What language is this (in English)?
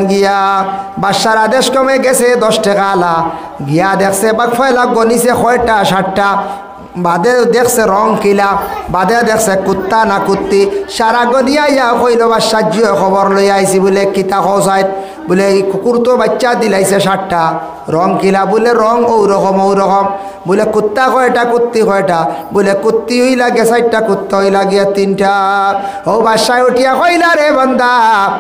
Sylheti